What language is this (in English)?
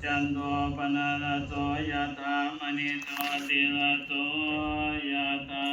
Pali